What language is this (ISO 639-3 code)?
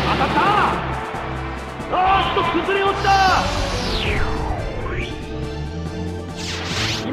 jpn